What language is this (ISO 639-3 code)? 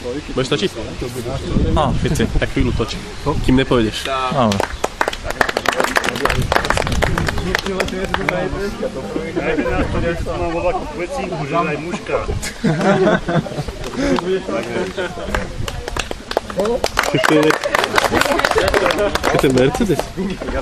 slk